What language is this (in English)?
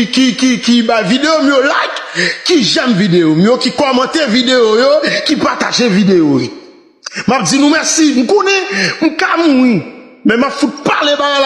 Haitian Creole